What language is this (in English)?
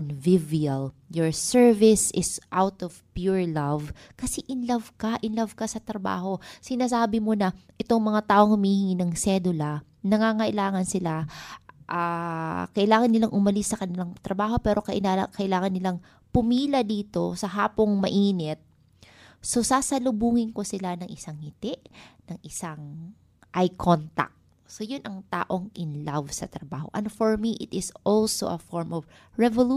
Filipino